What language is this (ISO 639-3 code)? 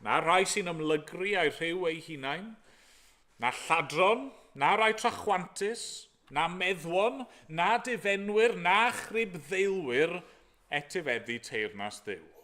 cym